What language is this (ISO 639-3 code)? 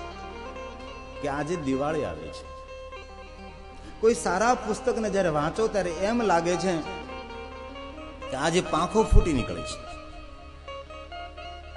guj